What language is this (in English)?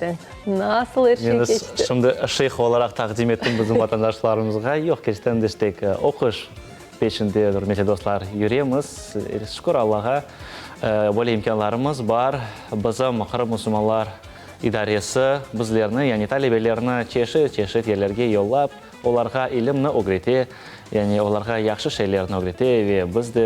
Crimean Tatar